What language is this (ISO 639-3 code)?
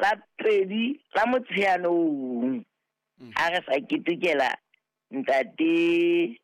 sot